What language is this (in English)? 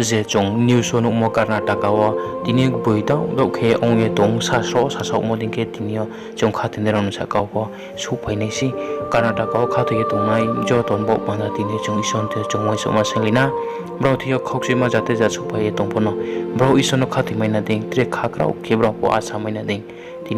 Riang (India)